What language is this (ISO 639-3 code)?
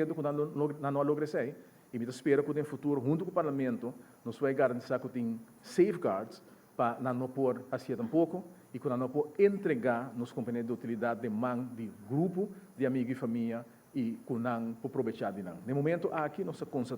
pap